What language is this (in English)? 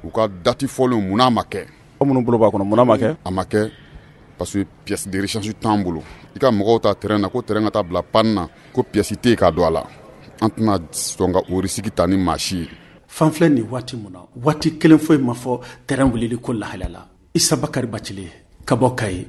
Bambara